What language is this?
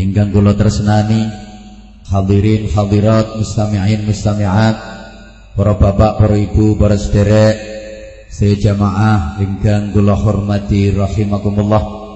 Javanese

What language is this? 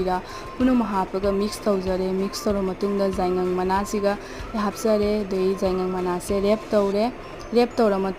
Manipuri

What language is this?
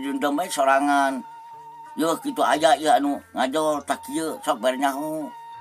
Sundanese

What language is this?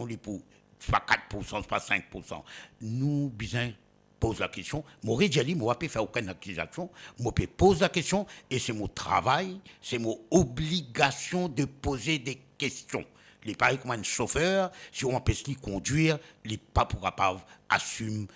Morisyen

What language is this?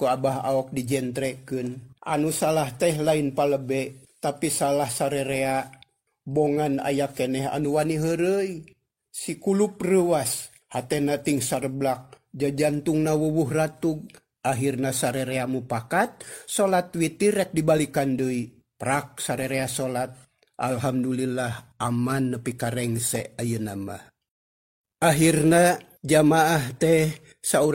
Sundanese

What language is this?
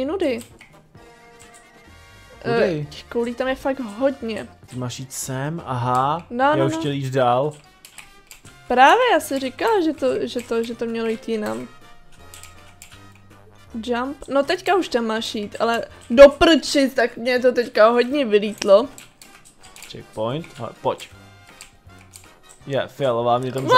Czech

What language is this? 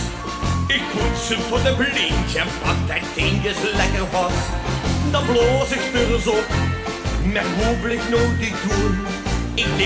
Limburgish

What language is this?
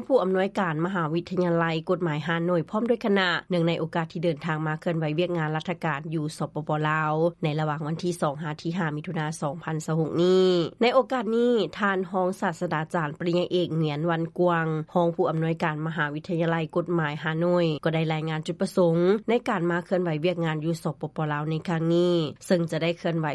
Lao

